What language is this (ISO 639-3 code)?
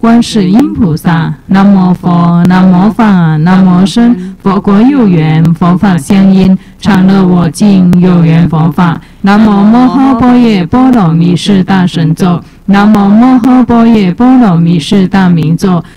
zho